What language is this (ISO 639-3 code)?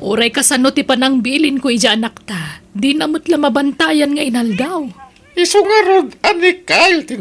ilo